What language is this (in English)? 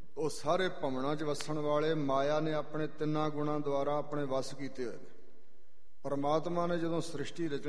Punjabi